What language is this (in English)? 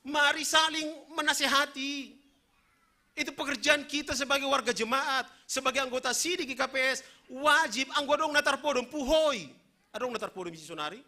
Batak Simalungun